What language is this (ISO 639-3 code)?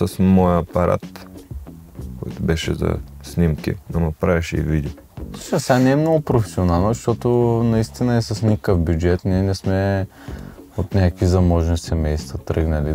bul